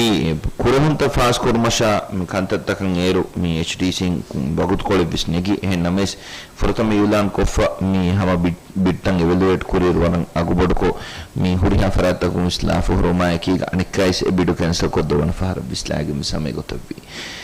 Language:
Divehi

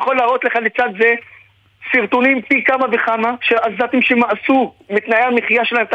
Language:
Hebrew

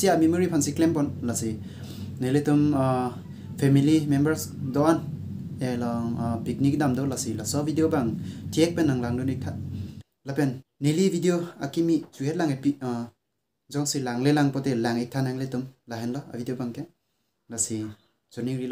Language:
Karbi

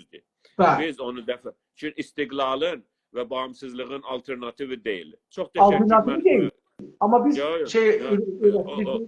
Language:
South Azerbaijani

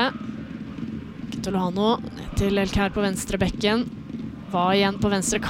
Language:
Norwegian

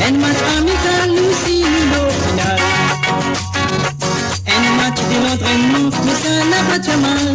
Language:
Morisyen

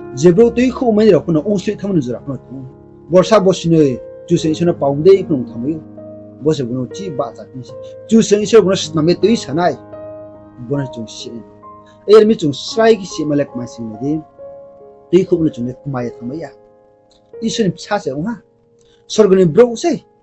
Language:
Riang (India)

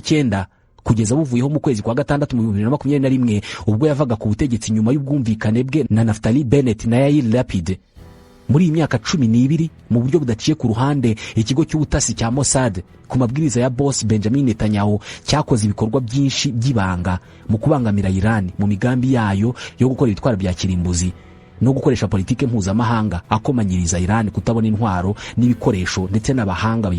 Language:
Kinyarwanda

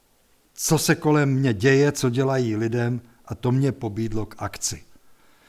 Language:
Czech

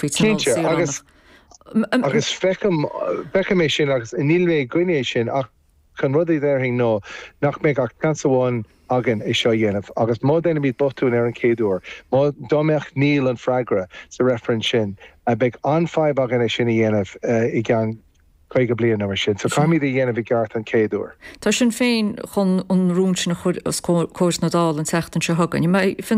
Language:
Irish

